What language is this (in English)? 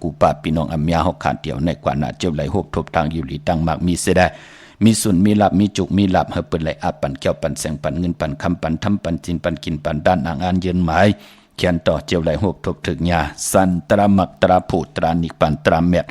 Shan